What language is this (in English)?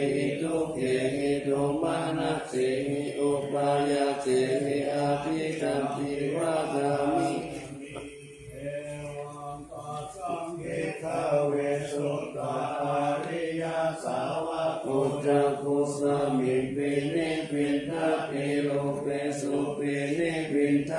Pali